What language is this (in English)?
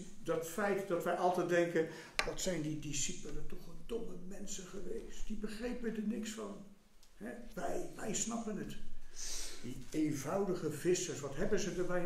Dutch